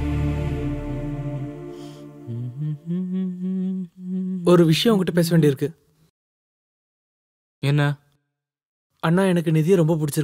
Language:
Tamil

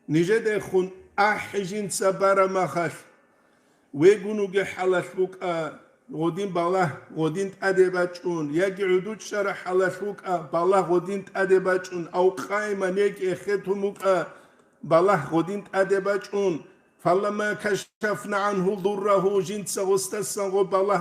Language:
Avaric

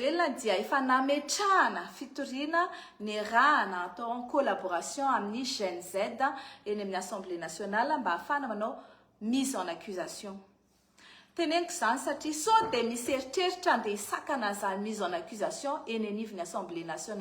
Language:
Malagasy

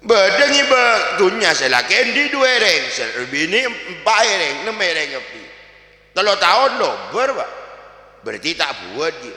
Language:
Madurese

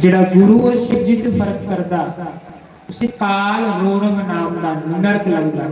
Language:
Dogri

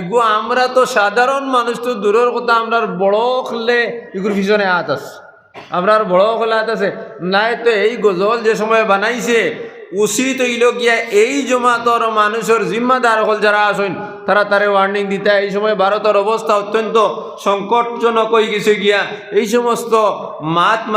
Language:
Sylheti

